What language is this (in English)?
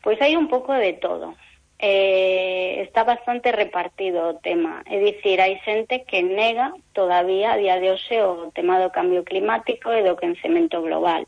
Galician